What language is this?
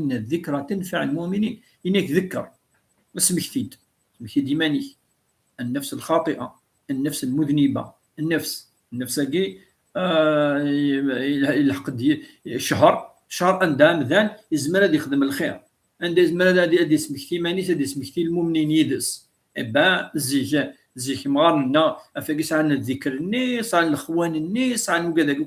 Kabyle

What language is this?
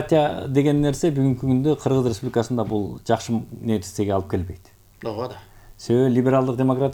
Kyrgyz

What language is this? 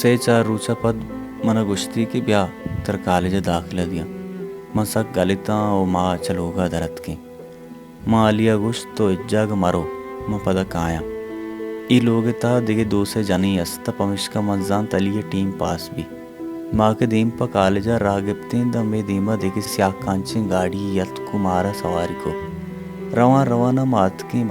Baluchi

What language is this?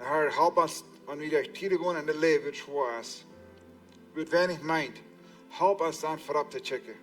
Plautdietsch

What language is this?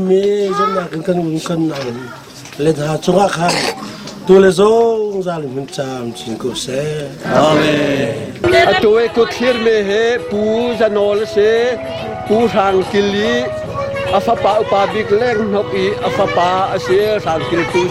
Hakha Chin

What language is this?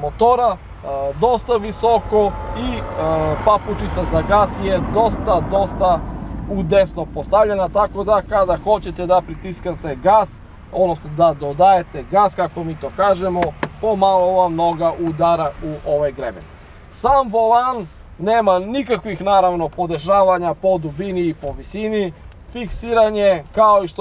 Serbian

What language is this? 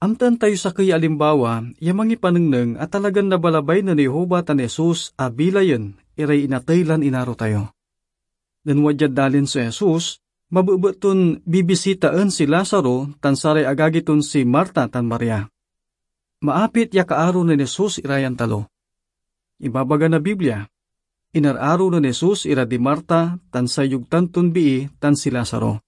Pangasinan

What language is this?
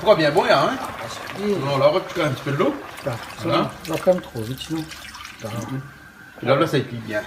Réunion Creole French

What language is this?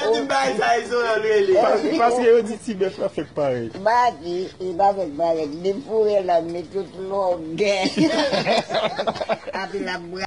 Haitian Creole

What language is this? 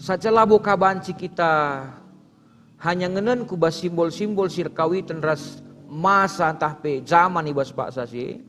Batak Karo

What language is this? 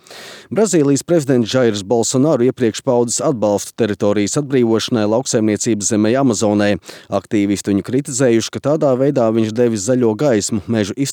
Latvian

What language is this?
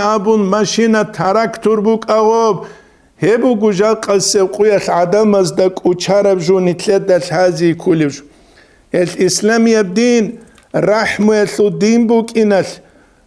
Avaric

